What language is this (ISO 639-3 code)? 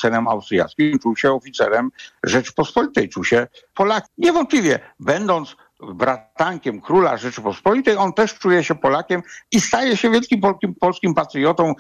pol